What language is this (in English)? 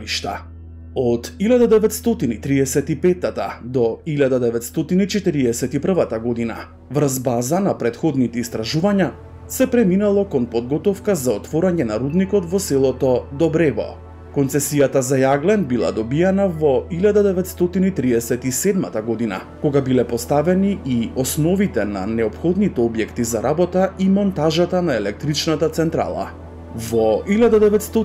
Macedonian